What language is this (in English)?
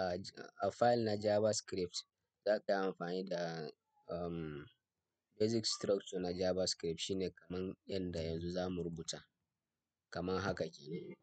Hausa